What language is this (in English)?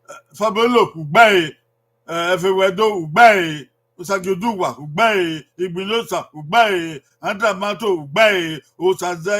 Bini